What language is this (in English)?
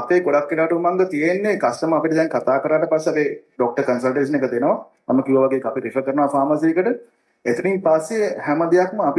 Sinhala